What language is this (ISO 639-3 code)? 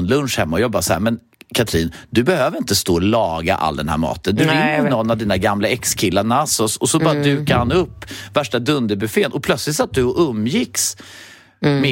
swe